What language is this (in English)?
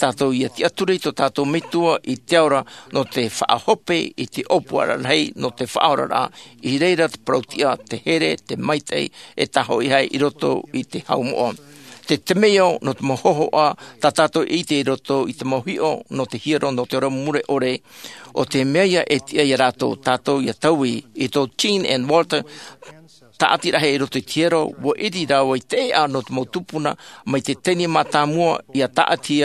Tahitian